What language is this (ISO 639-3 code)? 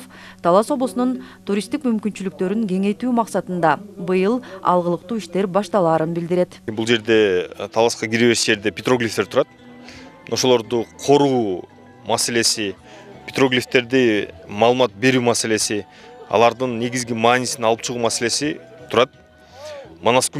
kir